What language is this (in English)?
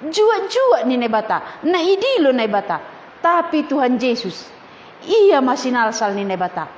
Batak Simalungun